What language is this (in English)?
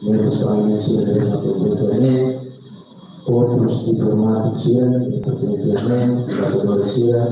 Tetum